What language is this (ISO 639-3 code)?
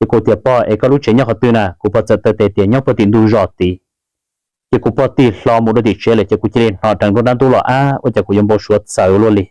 hmn